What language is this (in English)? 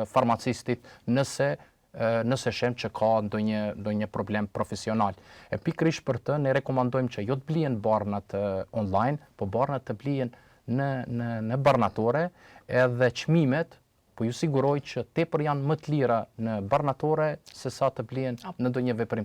Albanian